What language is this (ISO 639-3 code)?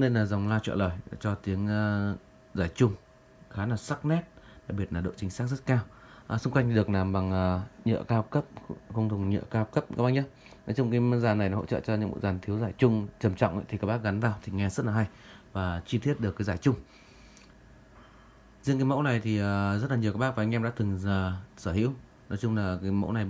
vie